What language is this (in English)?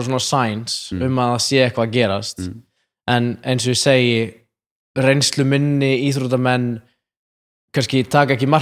Icelandic